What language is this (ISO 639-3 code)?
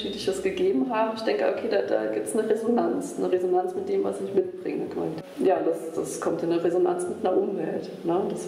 deu